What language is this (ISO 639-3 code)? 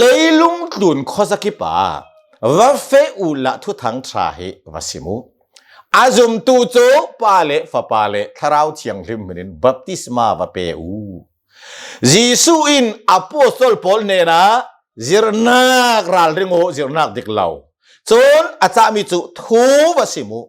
cnh